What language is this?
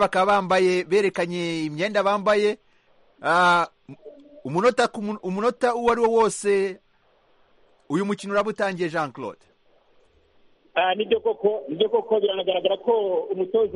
Kinyarwanda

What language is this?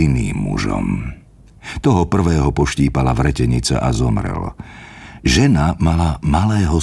Slovak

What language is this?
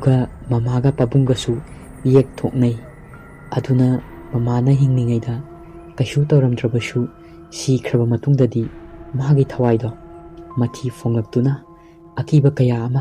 Manipuri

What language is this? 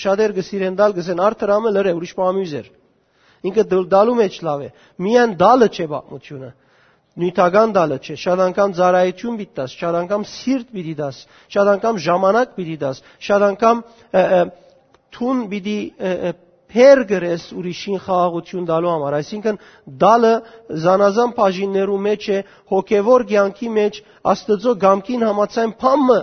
Western Armenian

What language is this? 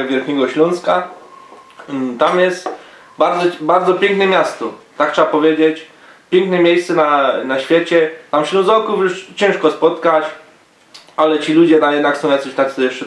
Silesian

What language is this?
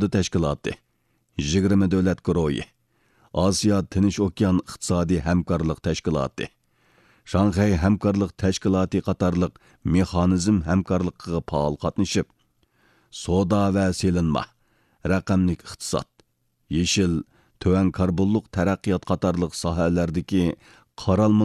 Uyghur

